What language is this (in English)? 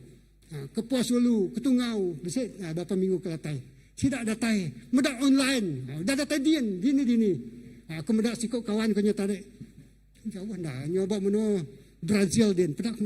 Iban